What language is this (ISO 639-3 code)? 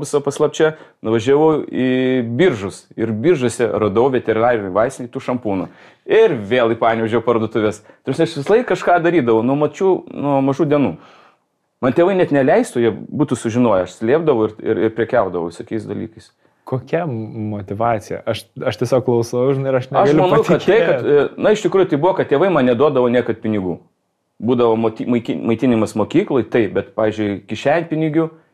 lit